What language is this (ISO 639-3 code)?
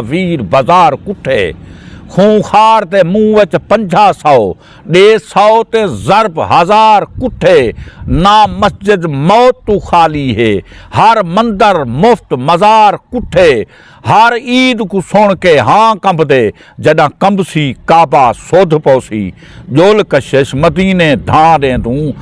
skr